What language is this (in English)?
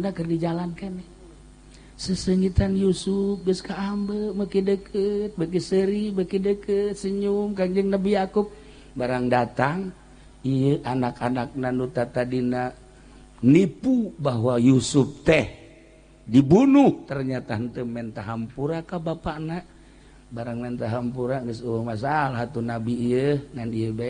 Sundanese